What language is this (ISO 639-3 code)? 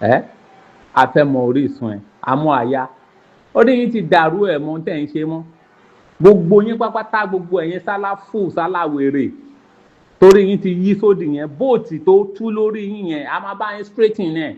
yor